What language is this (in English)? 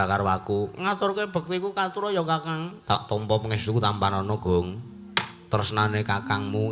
Javanese